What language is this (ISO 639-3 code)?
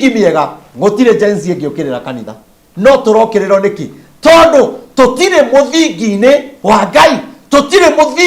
kik